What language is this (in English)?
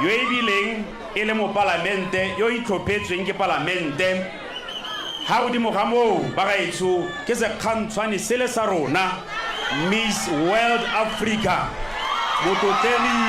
Tswana